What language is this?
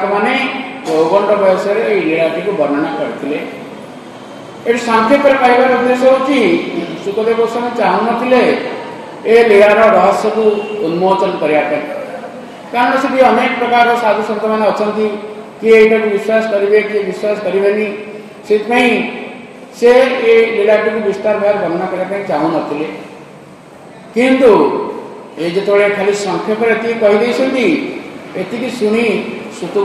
Odia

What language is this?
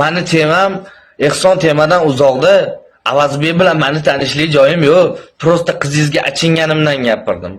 Uzbek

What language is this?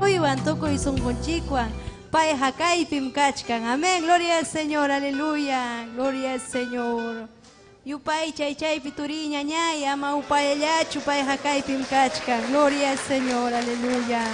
Ayacucho Quechua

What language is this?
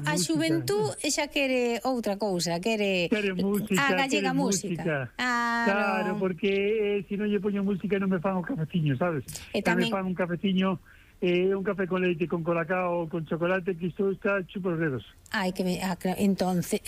Galician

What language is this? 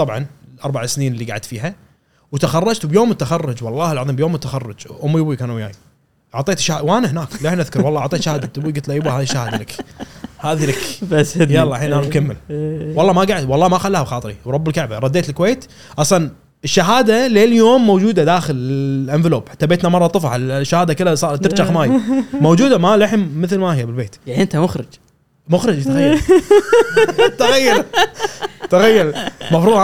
Gulf Arabic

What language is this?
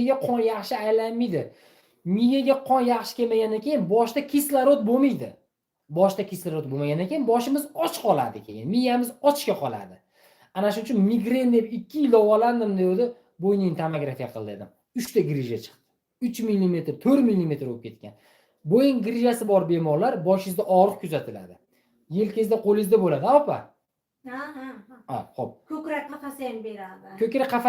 Uzbek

